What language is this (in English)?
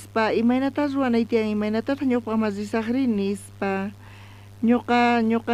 South Bolivian Quechua